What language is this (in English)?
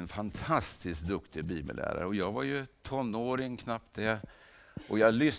Swedish